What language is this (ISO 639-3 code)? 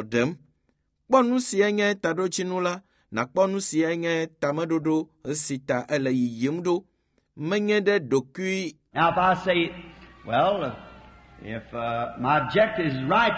ewe